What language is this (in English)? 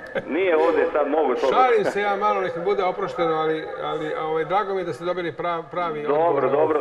Serbian